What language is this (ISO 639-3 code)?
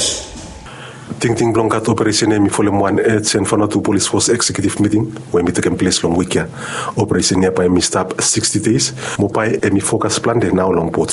bis